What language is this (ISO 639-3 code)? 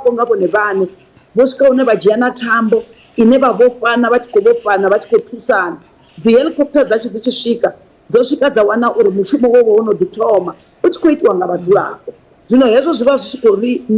ven